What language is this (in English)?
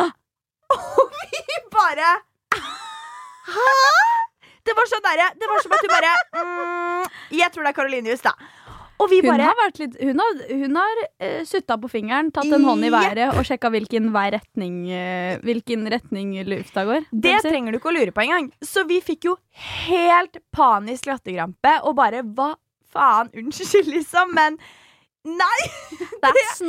Norwegian